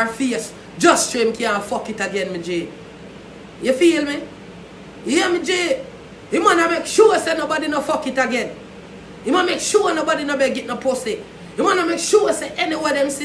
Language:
Jamaican Creole English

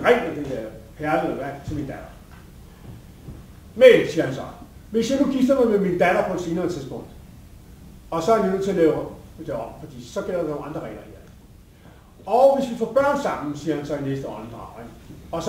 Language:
Danish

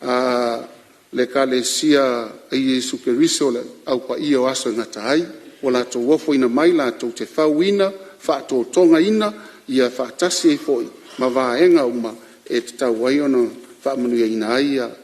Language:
Samoan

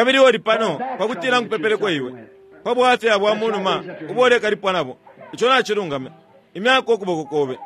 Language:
Bemba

